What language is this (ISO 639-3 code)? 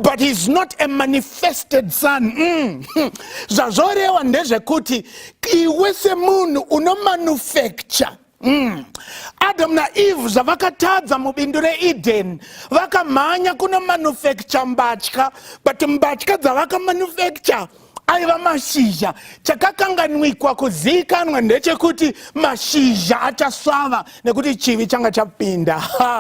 sna